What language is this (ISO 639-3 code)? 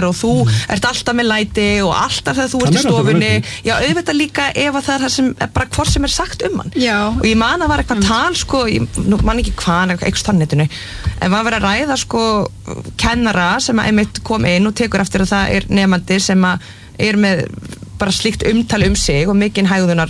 isl